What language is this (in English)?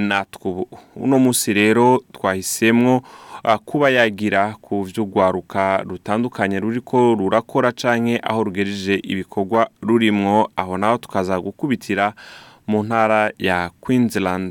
Rundi